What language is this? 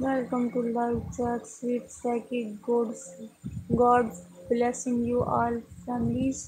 Saraiki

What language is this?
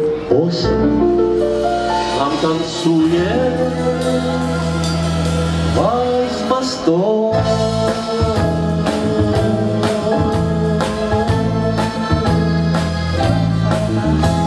Russian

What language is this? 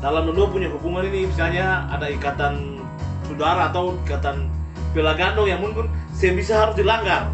Ambonese Malay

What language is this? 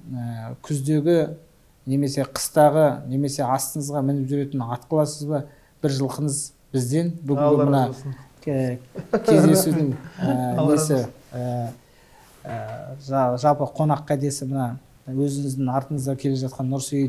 Kazakh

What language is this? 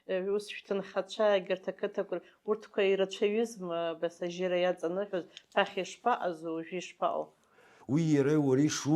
Abkhazian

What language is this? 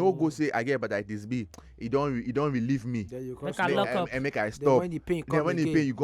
Nigerian Pidgin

